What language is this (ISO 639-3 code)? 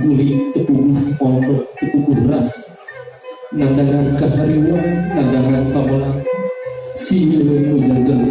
sun